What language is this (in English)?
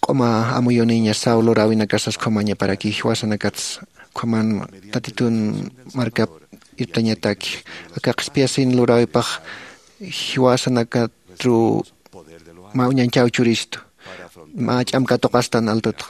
Aymara